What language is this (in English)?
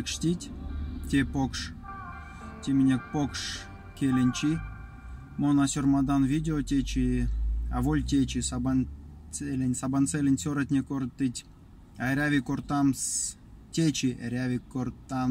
Erzya